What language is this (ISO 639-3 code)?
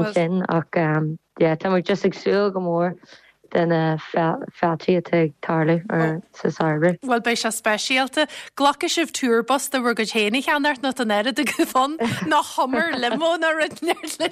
gle